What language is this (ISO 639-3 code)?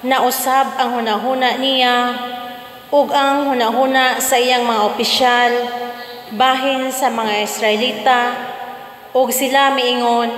ceb